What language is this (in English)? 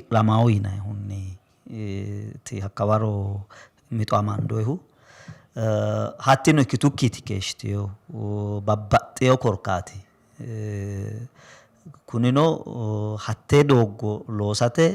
Sidamo